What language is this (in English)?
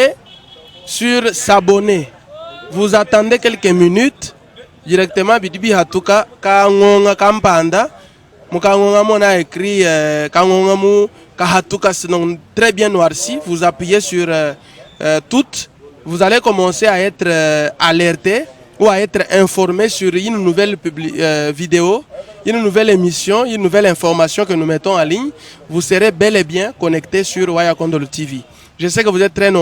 Luba-Lulua